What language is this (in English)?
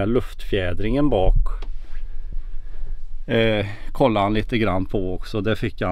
Swedish